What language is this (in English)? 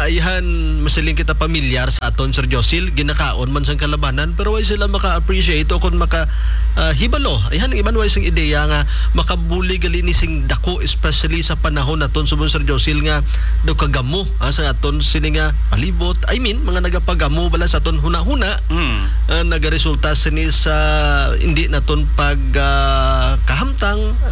Hiligaynon